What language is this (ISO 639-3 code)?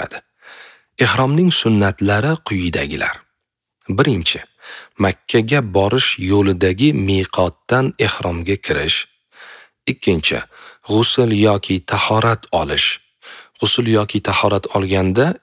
uzb